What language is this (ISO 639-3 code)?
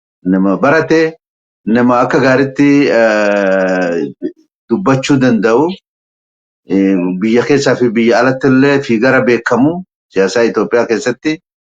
orm